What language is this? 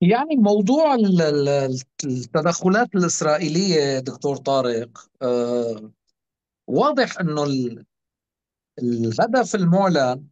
North Levantine Arabic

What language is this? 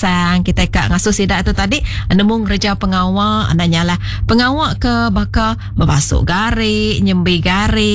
Iban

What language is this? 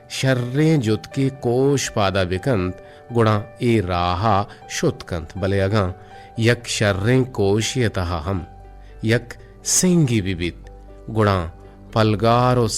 Eastern Balochi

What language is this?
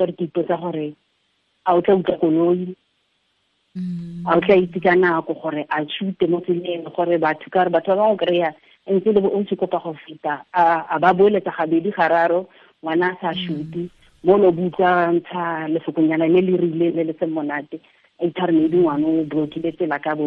Tswana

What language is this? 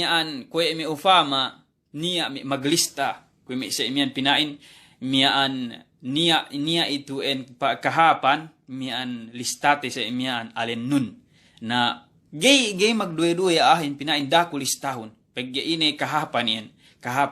Yakan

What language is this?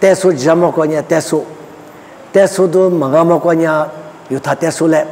Lisu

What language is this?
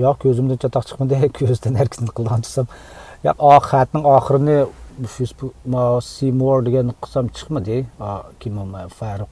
Uyghur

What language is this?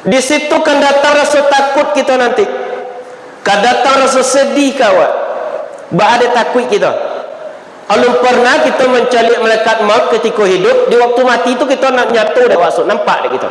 Minangkabau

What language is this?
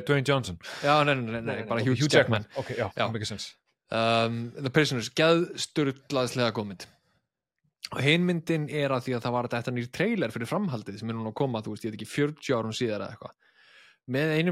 Icelandic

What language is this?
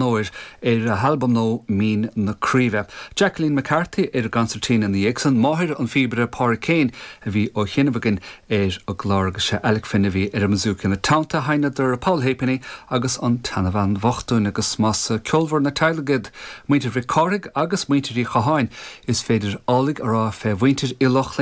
Irish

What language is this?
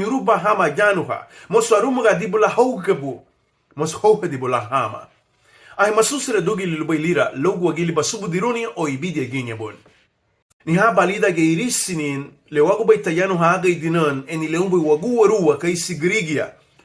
Garifuna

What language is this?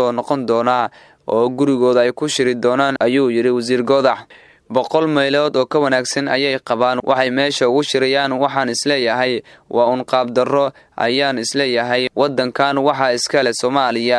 Somali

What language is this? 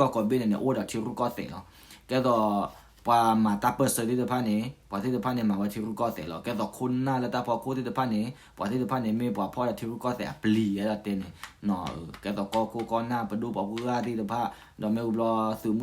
S'gaw Karen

